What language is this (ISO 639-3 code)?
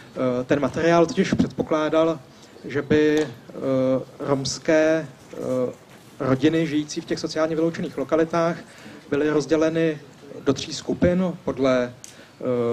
ces